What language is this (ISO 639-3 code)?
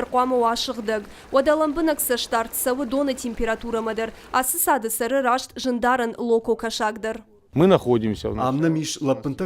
oss